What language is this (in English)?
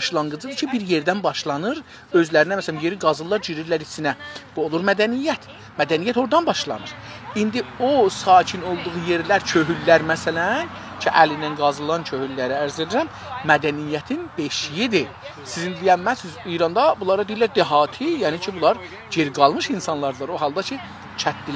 South Azerbaijani